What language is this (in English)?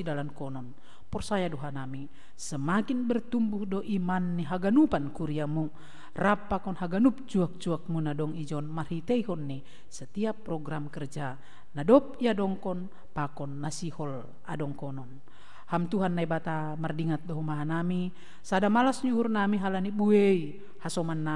Batak Simalungun